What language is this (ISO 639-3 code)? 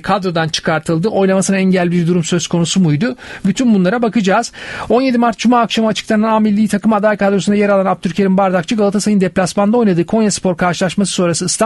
tur